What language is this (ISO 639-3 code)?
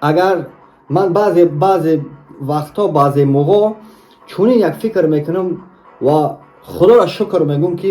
tgk